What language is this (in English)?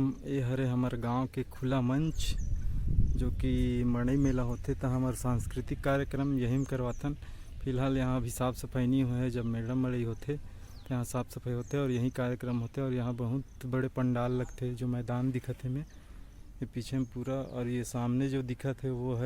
Chhattisgarhi